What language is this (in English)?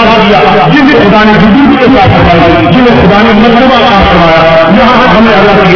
Urdu